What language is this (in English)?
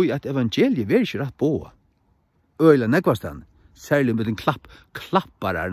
Faroese